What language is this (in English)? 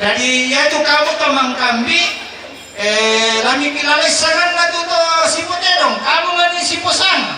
Toraja-Sa'dan